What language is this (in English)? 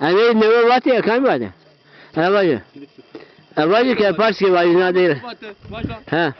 Zaza